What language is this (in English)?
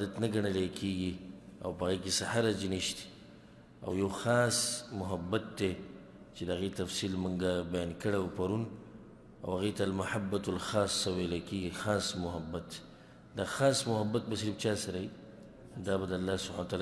Pashto